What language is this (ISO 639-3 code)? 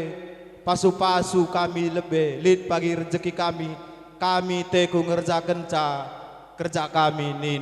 btx